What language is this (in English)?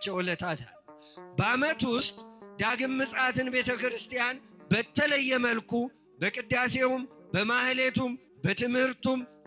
Amharic